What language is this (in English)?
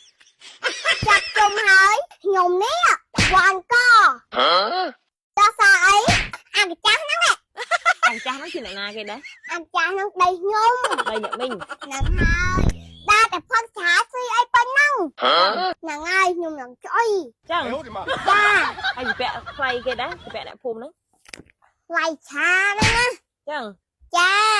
Khmer